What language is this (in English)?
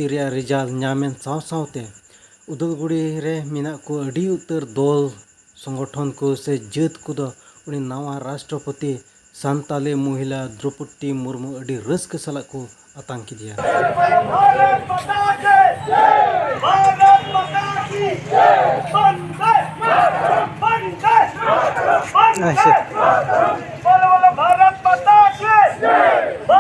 Santali